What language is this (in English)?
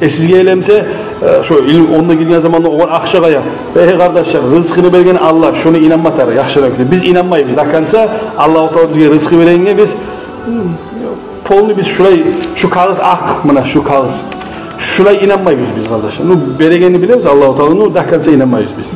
Kumyk